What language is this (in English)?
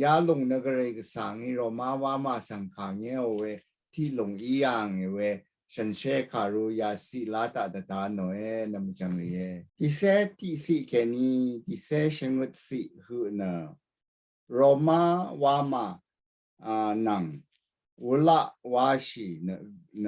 Rawang